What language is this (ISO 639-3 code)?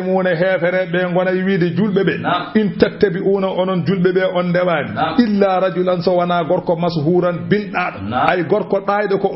ful